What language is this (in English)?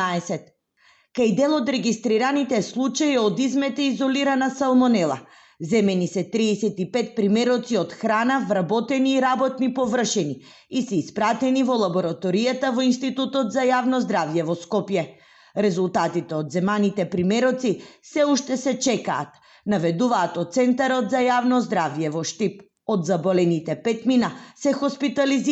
Macedonian